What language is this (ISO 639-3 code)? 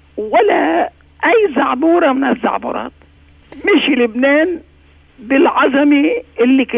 apc